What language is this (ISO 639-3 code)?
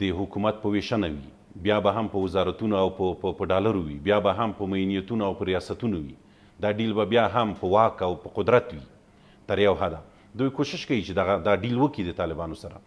pus